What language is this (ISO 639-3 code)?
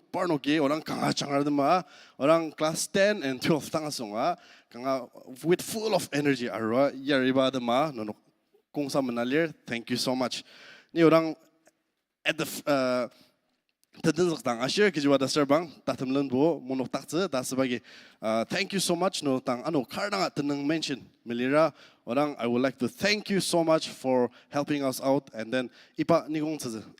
njo